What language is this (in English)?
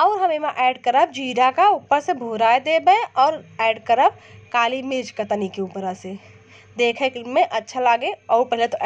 Awadhi